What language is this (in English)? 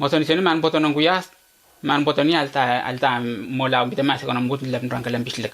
Letemboi